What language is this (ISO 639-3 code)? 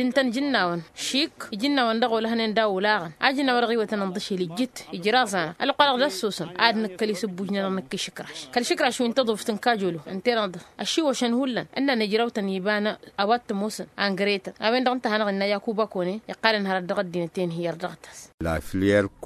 taq